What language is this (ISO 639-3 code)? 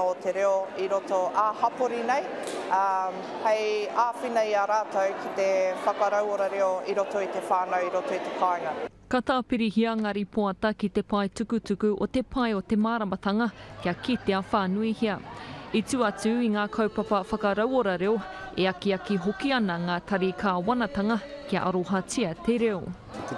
mri